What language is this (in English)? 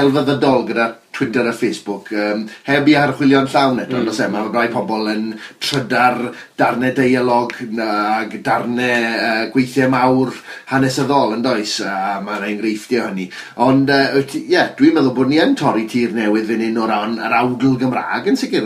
Welsh